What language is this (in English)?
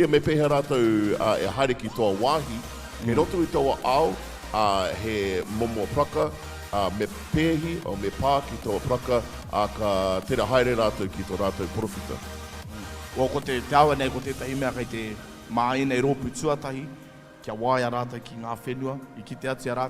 Māori